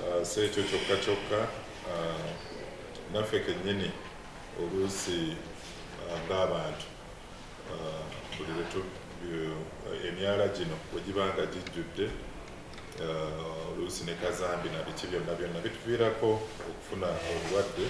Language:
Ganda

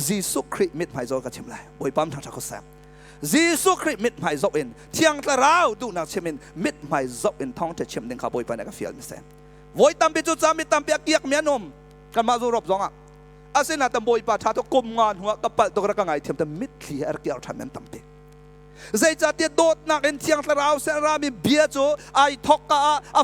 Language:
Hakha Chin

